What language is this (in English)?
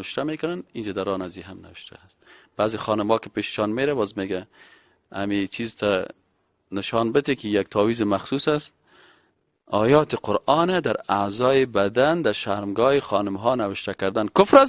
Persian